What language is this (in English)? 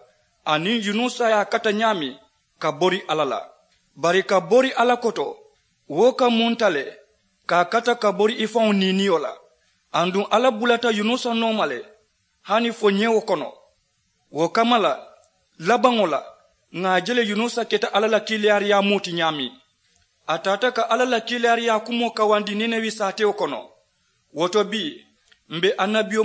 Mandingo